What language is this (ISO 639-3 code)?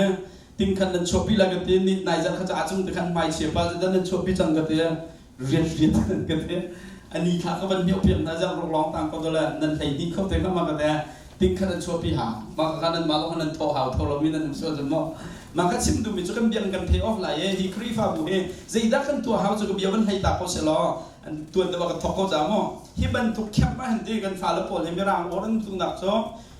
cnh